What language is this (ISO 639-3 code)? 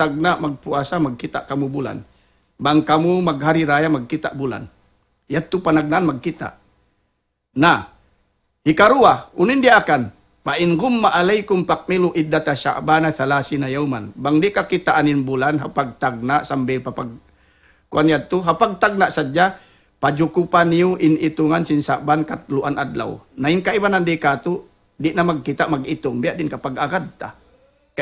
tsg